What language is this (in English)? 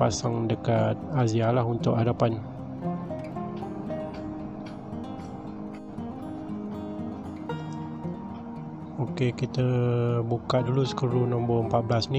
Malay